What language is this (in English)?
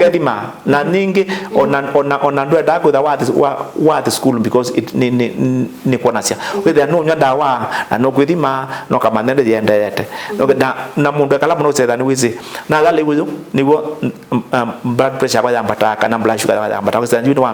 Kamba